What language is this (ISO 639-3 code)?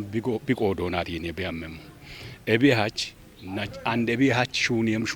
kbr